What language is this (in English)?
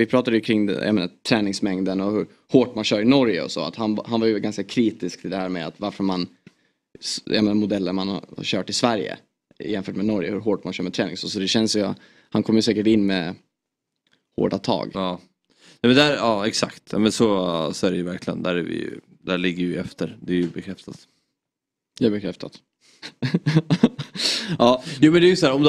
Swedish